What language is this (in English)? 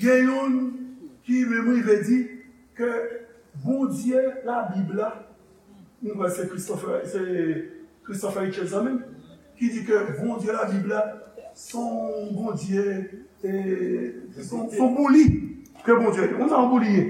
Haitian Creole